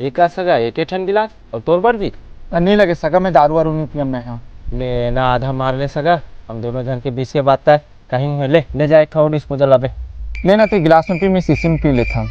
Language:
Chhattisgarhi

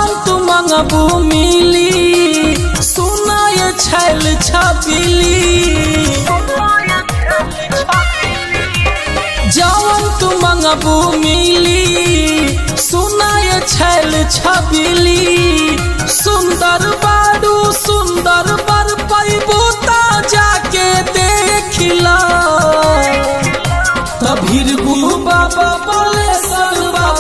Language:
Bhojpuri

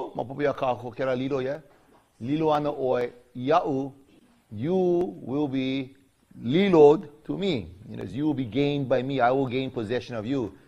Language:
Hawaiian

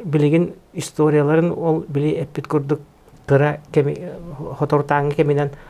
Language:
Yakut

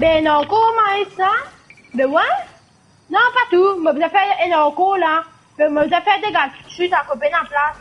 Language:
Morisyen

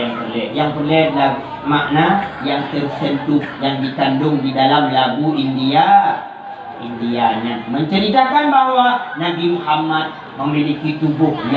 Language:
Achinese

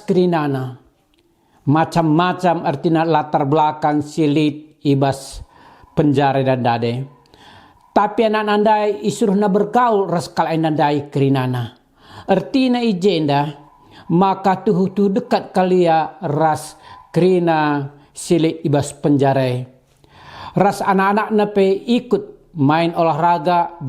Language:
Batak Karo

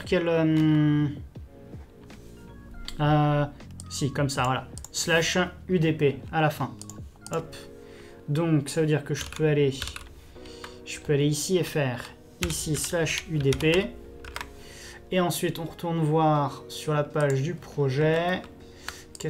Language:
French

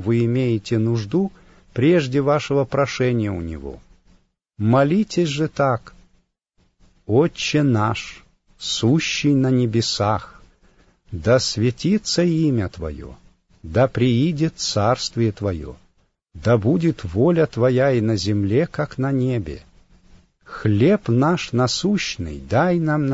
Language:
Russian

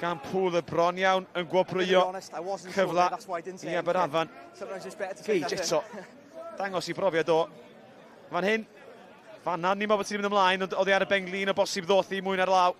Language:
Welsh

